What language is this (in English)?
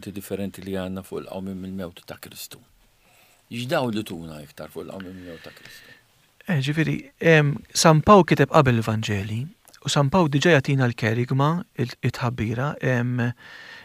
Maltese